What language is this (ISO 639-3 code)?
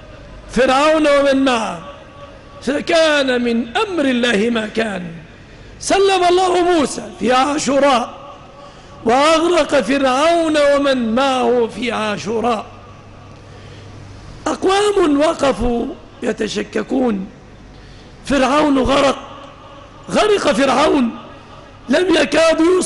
ara